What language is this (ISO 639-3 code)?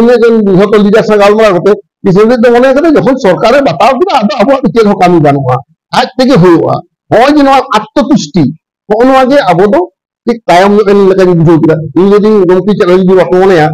sat